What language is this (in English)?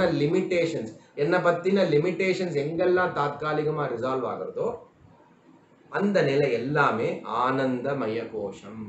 Tamil